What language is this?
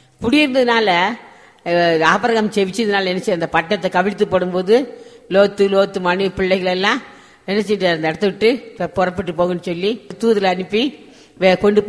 Tamil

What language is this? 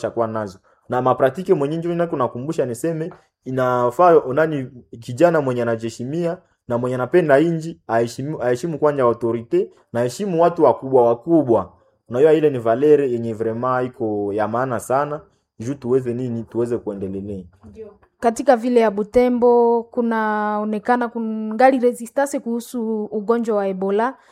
Swahili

